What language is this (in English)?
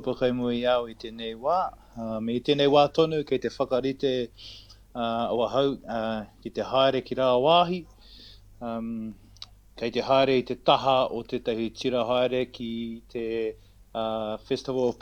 Māori